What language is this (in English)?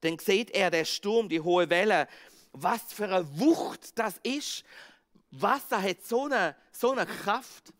Swiss German